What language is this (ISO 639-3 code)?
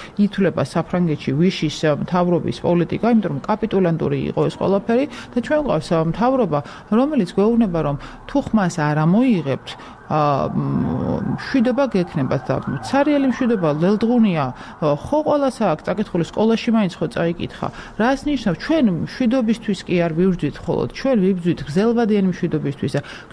kat